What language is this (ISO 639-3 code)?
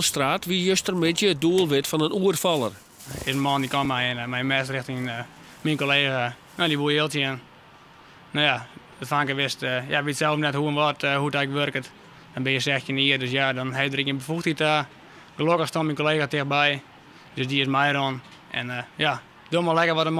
fry